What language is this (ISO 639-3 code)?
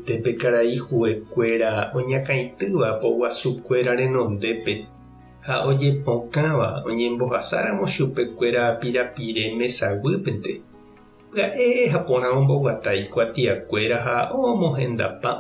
grn